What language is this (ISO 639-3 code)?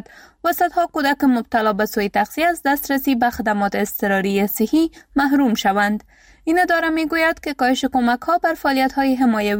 fas